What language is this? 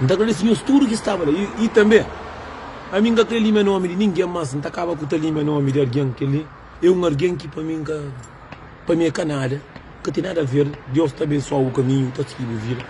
Kabuverdianu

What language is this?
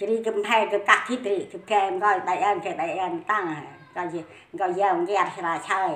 Central Mnong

